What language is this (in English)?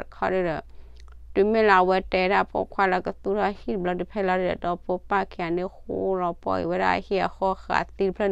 S'gaw Karen